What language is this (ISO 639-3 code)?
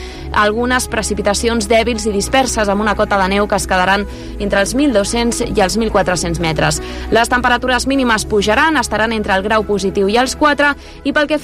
cat